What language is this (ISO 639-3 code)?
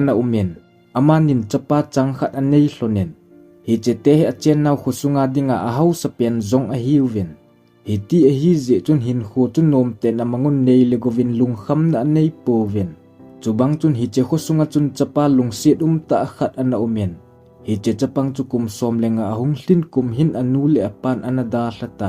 tcz